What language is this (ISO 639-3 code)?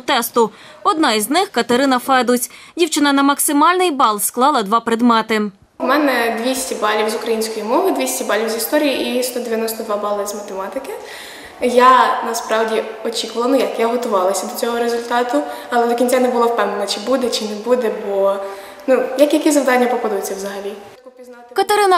ukr